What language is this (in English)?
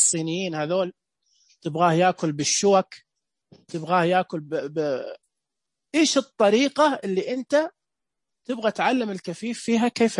Najdi Arabic